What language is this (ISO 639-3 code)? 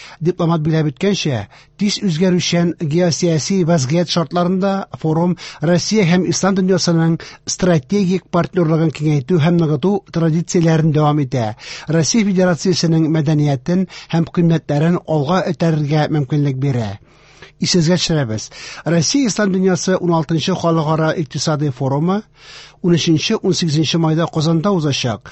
tat